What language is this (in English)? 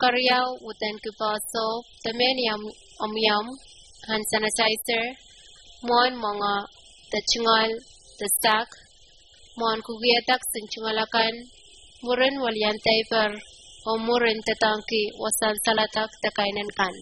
Pohnpeian